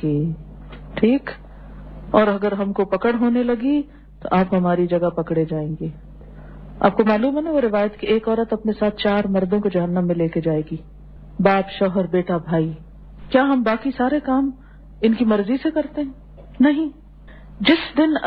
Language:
Urdu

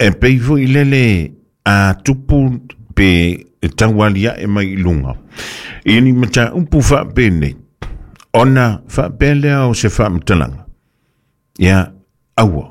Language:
Samoan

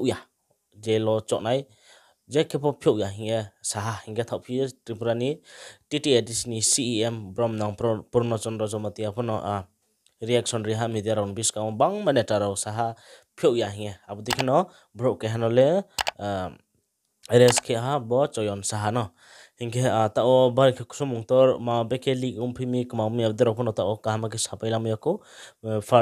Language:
Riang (India)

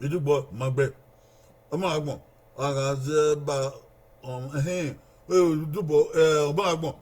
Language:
Bini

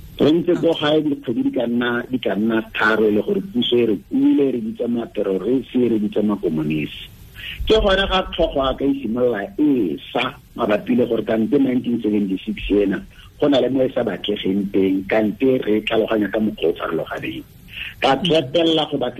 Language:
Tswana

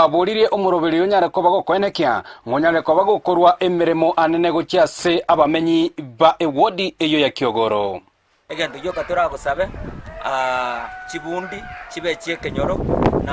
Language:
Gusii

